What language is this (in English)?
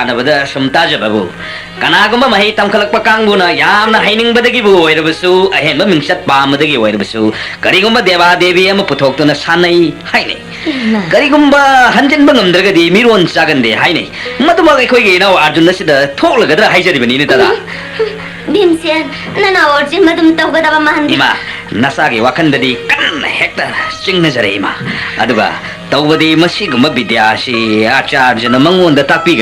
Manipuri